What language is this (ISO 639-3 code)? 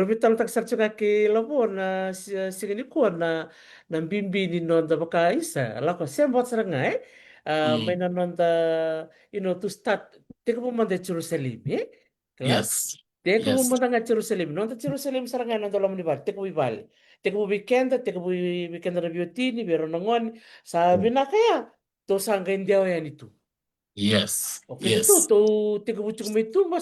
fij